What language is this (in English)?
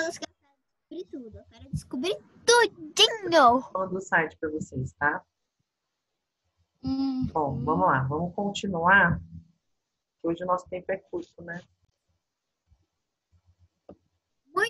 Portuguese